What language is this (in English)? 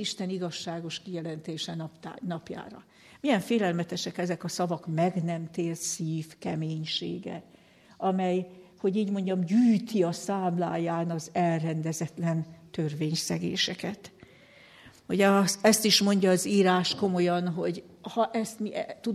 Hungarian